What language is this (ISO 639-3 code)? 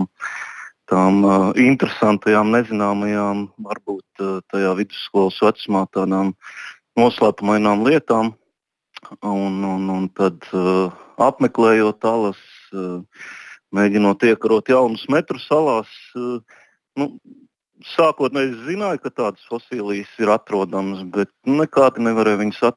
lav